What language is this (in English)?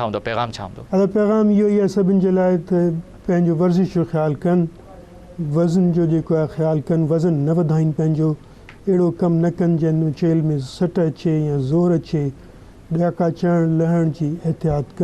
Sindhi